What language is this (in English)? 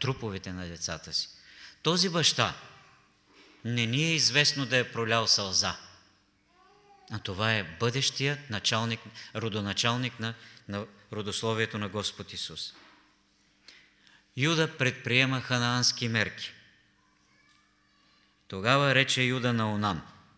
Bulgarian